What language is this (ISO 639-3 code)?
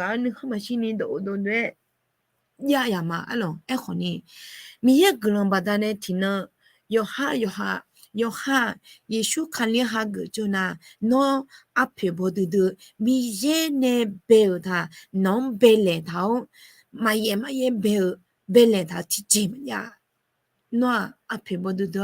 ahk